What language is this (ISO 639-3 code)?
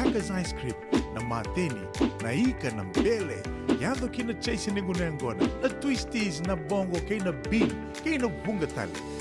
fij